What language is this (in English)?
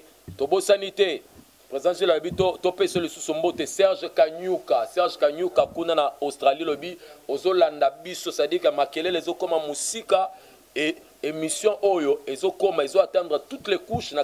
Lingala